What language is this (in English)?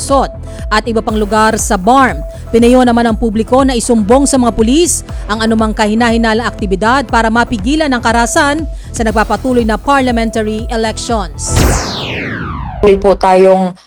Filipino